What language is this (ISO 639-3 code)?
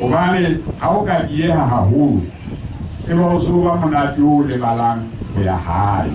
sot